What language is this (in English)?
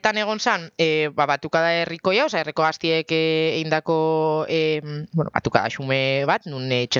Basque